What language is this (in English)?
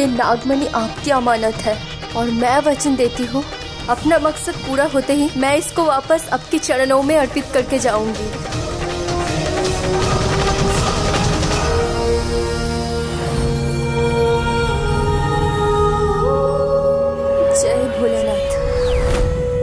Hindi